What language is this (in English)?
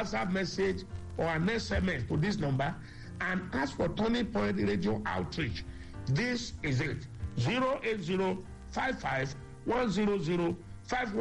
English